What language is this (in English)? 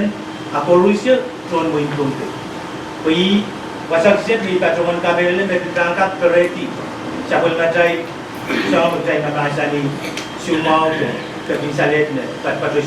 Pohnpeian